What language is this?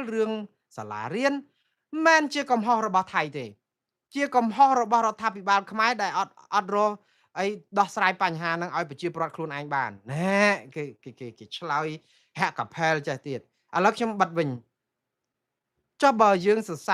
Khmer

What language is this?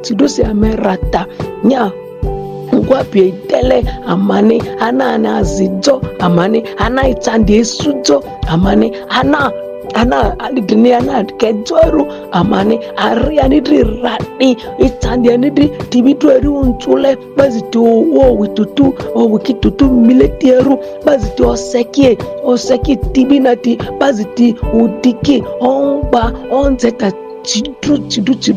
Ma'di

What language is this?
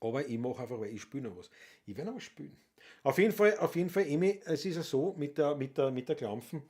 Bavarian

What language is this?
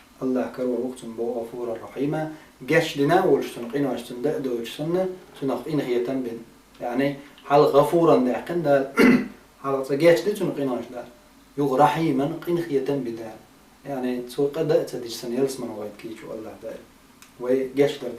Chechen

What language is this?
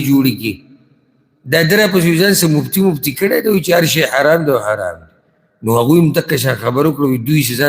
Pashto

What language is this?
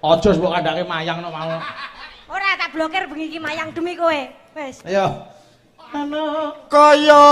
Javanese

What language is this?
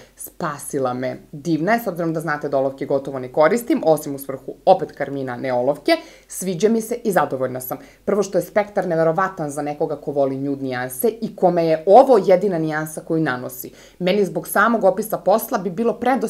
Serbian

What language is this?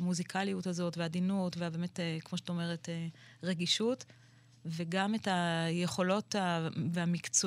Hebrew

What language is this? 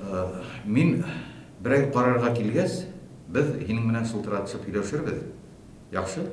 Bashkir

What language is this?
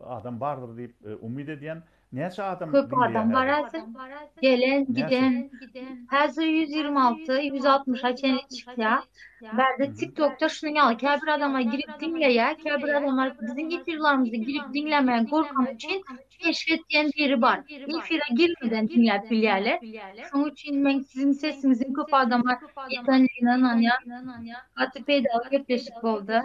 Turkmen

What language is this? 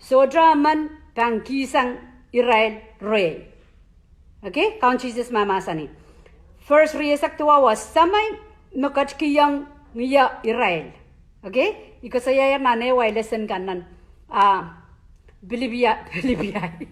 Pohnpeian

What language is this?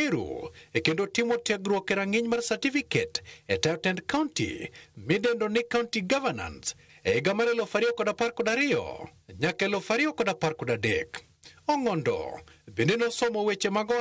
Luo (Kenya and Tanzania)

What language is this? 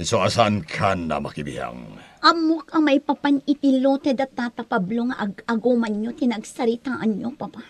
Iloko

